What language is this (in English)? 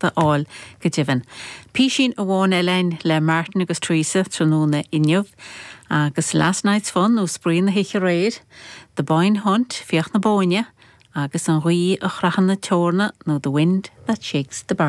Irish